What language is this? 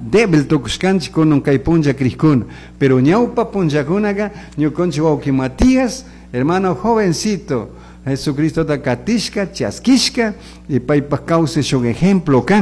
Chimborazo Highland Quichua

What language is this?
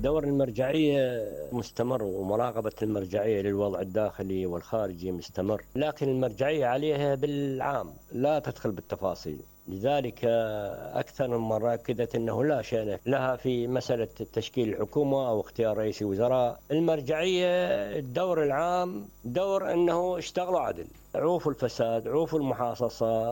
Mesopotamian Arabic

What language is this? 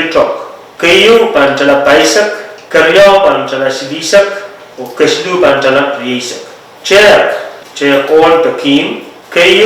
Pohnpeian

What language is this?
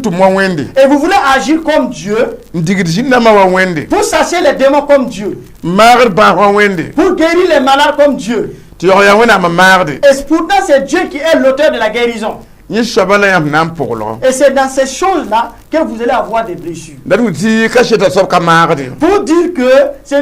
Mossi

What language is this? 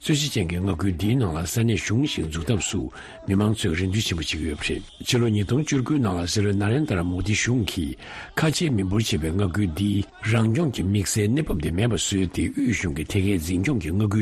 Tibetan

